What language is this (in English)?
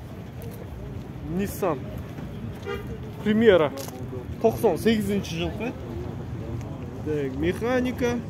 Kyrgyz